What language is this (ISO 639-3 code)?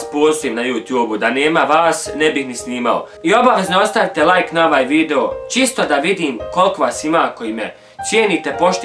bos